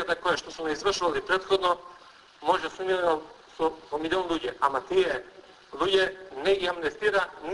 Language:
Macedonian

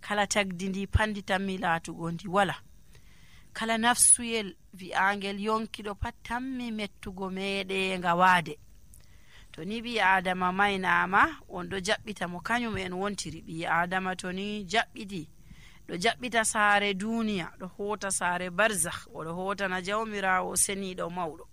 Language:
Nigerian Fulfulde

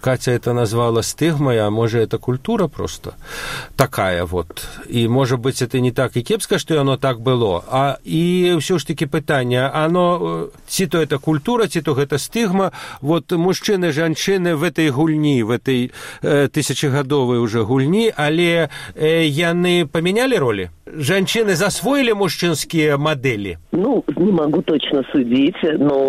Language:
Belarusian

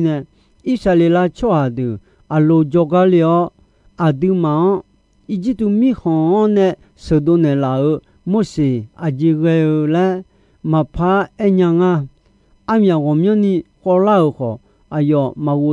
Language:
Akha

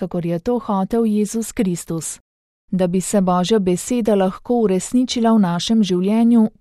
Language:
Slovenian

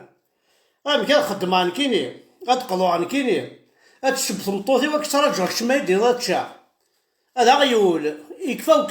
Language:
Kabyle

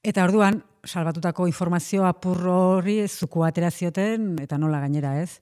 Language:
Basque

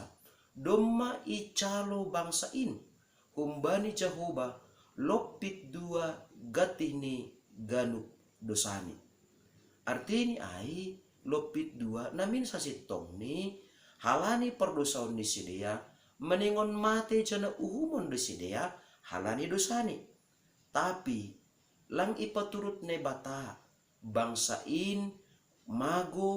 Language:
Batak Simalungun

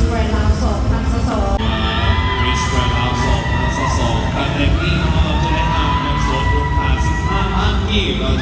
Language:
Lao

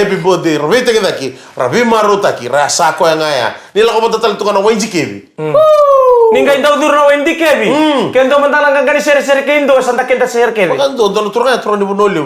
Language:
Fijian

